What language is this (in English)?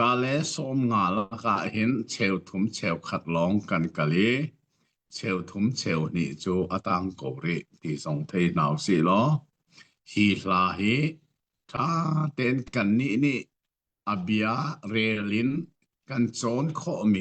Hakha Chin